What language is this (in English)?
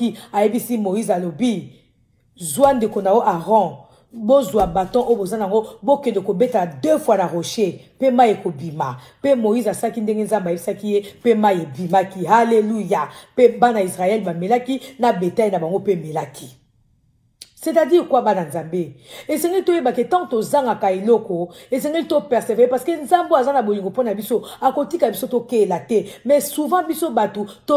Lingala